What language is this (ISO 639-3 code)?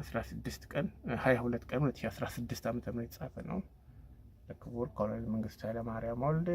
amh